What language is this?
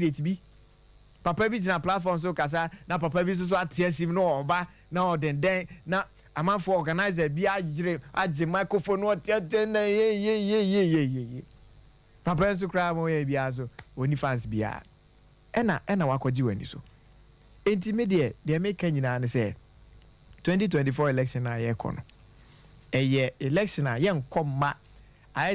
Akan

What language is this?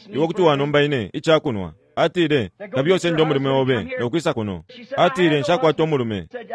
Bemba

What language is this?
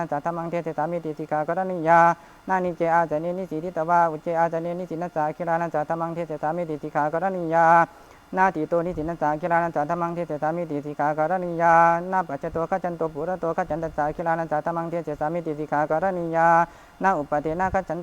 Pali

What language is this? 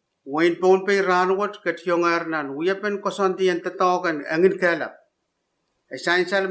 Pohnpeian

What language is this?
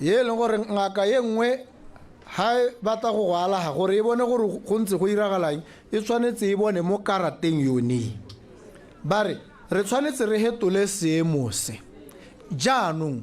Tswana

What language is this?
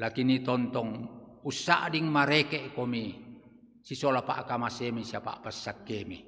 Toraja-Sa'dan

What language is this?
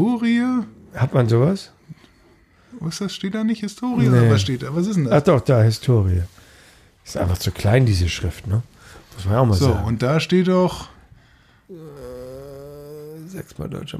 German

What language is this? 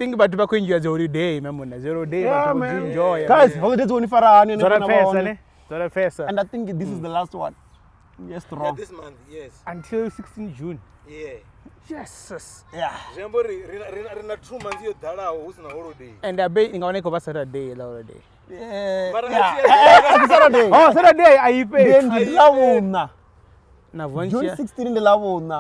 Venda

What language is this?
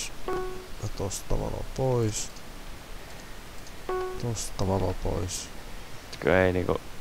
Finnish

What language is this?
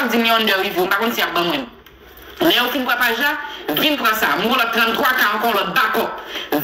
Haitian Creole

